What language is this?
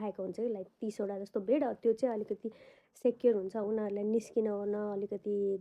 Nepali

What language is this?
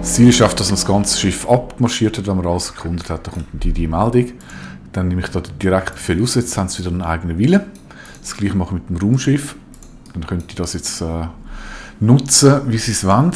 Swiss German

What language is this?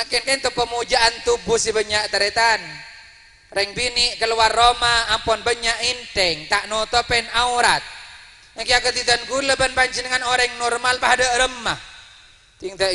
Madurese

